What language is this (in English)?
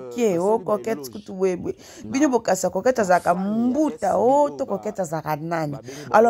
Lingala